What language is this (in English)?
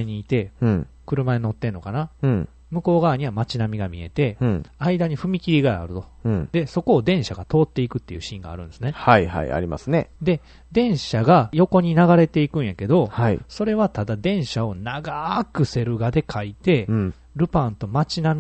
Japanese